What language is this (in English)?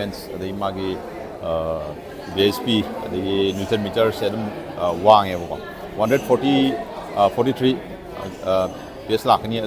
Manipuri